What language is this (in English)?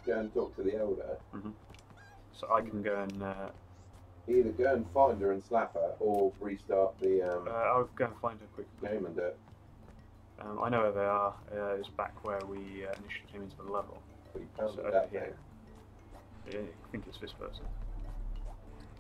English